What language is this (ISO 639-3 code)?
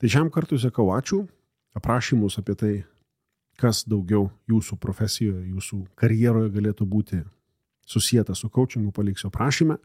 lit